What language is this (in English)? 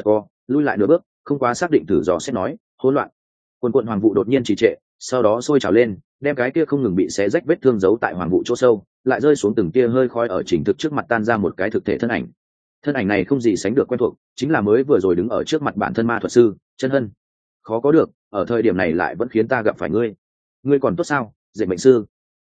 Vietnamese